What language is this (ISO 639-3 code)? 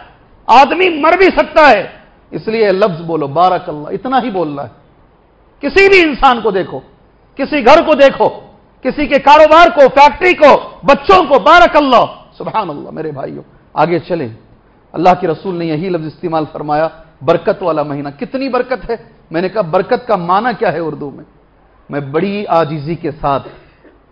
urd